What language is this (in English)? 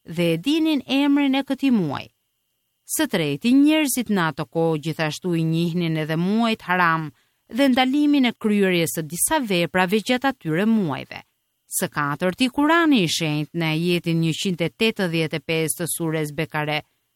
Albanian